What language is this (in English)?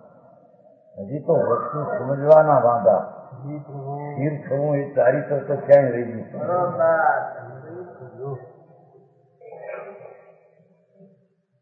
Gujarati